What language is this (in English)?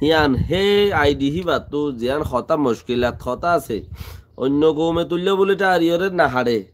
Rohingya